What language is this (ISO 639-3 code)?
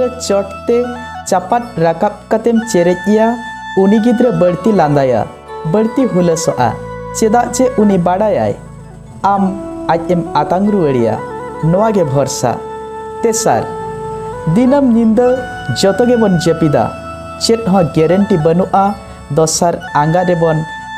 sat